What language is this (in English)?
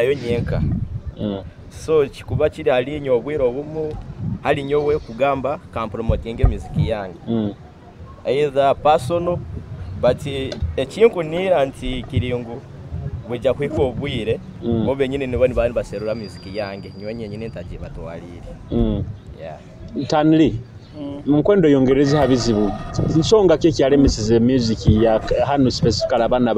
Nyoro